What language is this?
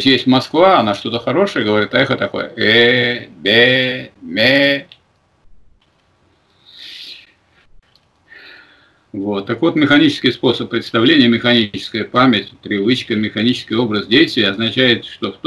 Russian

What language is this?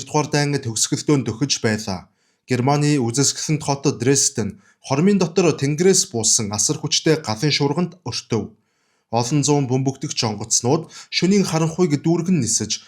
Mongolian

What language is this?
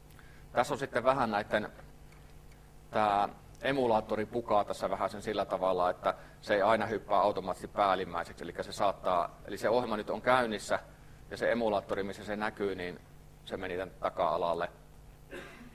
Finnish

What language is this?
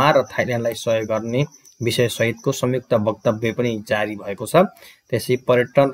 Nepali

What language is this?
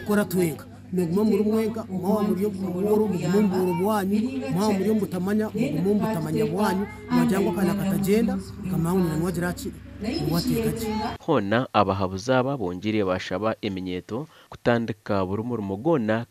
Nyankole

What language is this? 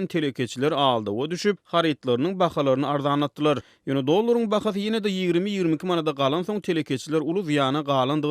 Turkmen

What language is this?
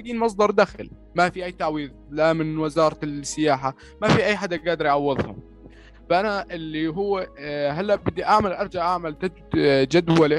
North Levantine Arabic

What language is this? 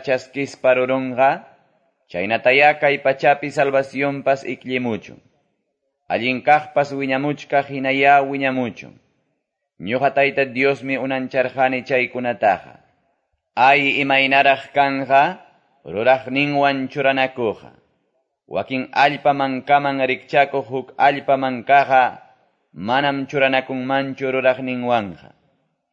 Quechua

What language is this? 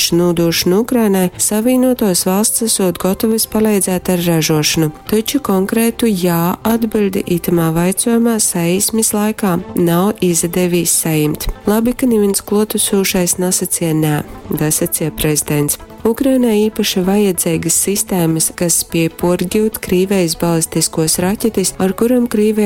Latgalian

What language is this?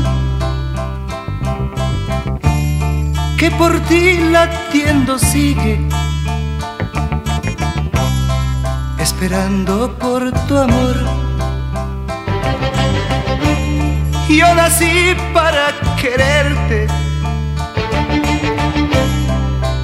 Spanish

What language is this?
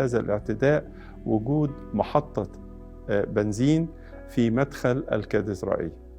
Egyptian Arabic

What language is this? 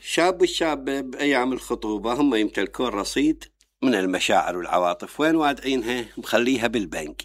Mesopotamian Arabic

